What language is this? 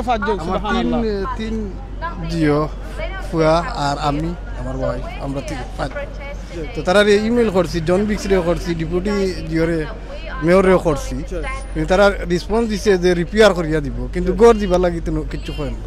Sylheti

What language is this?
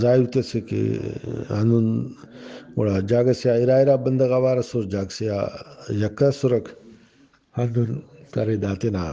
Brahui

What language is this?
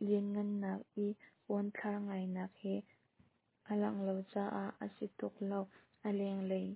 Hakha Chin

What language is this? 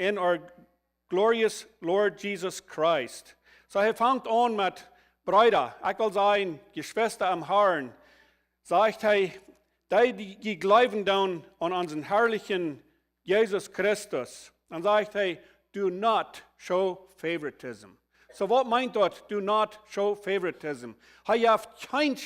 Plautdietsch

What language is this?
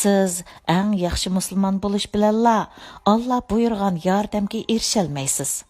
Uyghur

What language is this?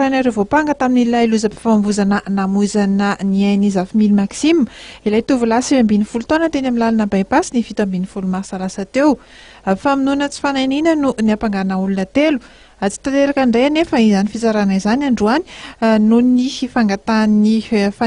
Malagasy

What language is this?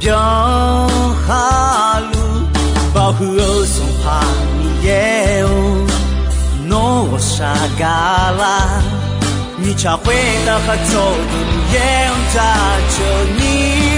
Akha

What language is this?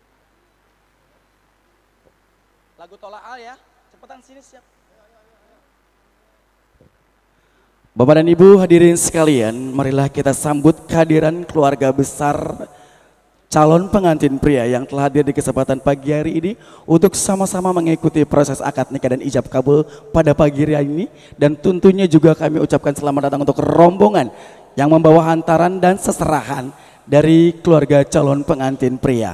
Indonesian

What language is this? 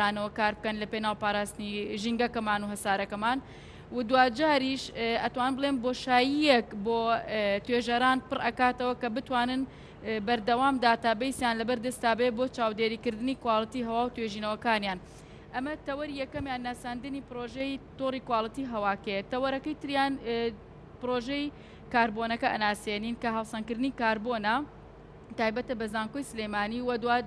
Central Kurdish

